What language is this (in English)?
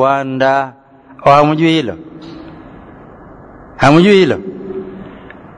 Swahili